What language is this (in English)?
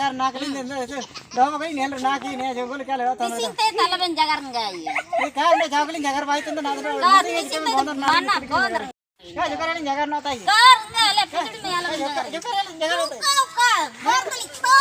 Ho